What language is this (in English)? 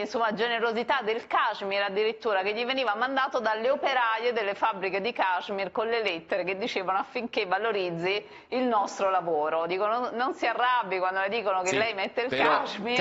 Italian